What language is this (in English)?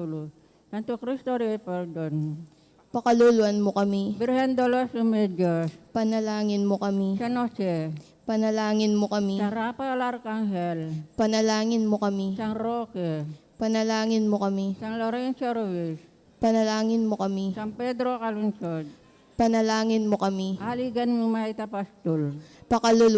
Pampanga